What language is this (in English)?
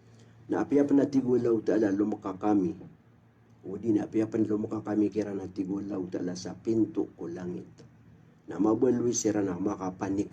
Maranao